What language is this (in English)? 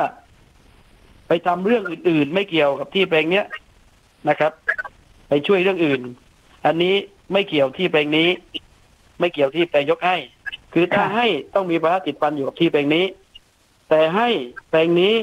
Thai